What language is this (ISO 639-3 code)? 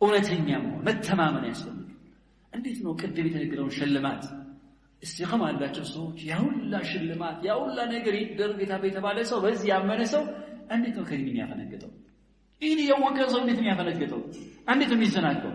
amh